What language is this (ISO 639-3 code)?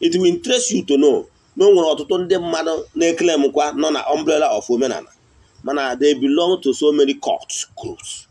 ibo